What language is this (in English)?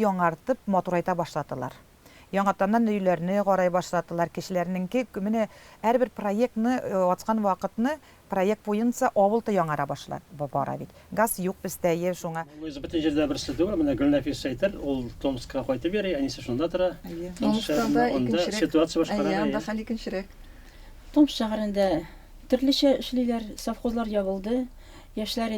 Tatar